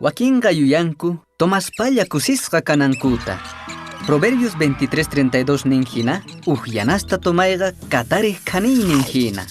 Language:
Quechua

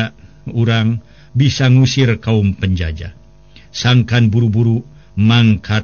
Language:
Sundanese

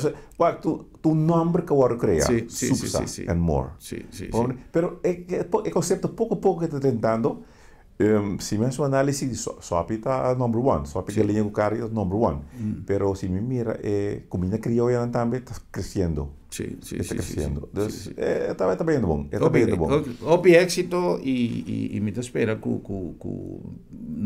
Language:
Papiamento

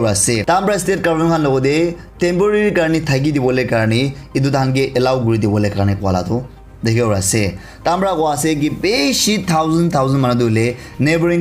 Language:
Naga Pidgin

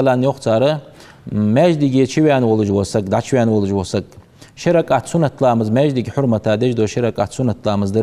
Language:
Ingush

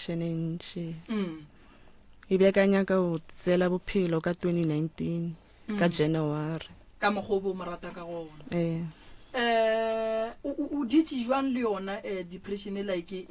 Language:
Northern Sotho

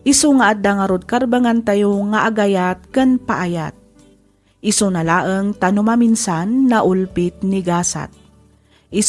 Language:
Iloko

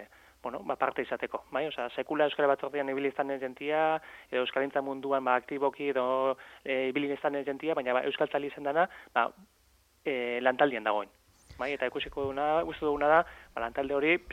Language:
Basque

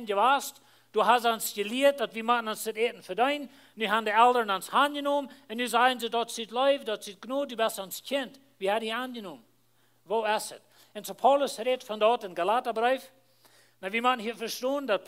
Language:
Plautdietsch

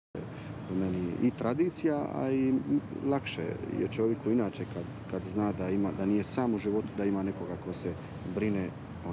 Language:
Croatian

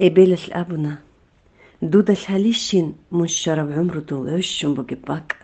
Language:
Avaric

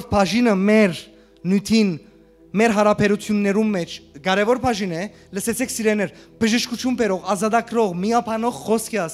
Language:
Western Armenian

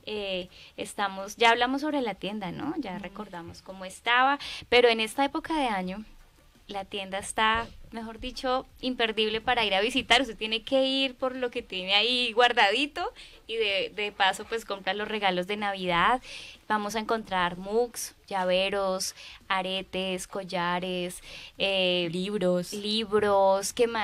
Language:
Spanish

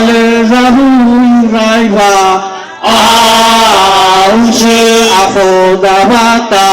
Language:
Nias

